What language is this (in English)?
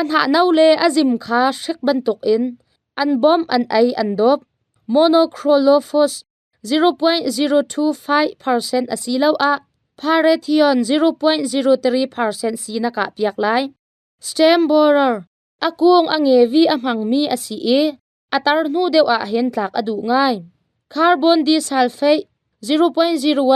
Hakha Chin